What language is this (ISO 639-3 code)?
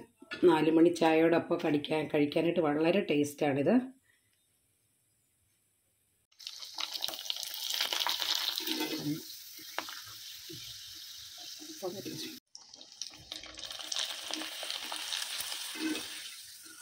mal